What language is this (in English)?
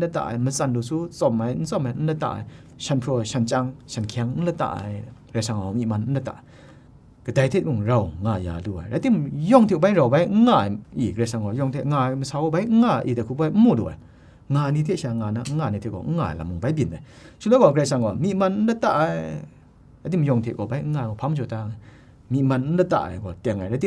Kachin